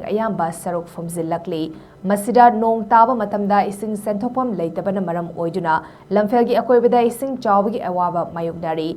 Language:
Manipuri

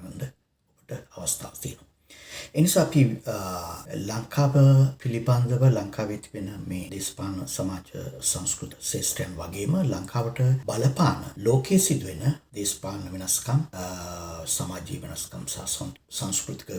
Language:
Sinhala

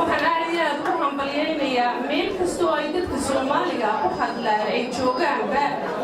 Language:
Somali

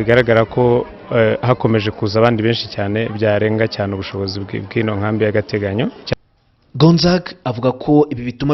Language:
Kinyarwanda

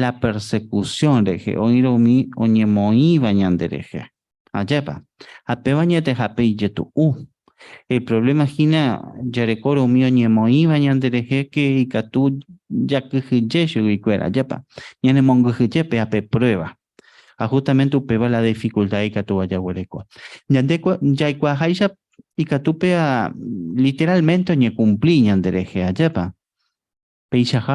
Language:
Guarani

